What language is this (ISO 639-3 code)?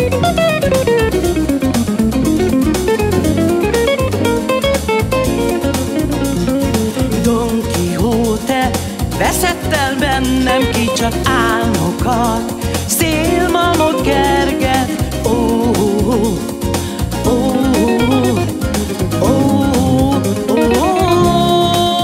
hun